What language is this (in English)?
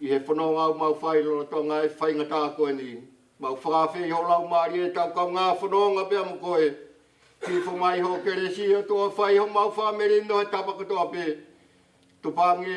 Tongan